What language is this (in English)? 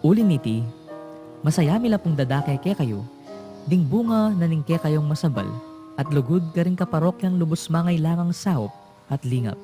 Pampanga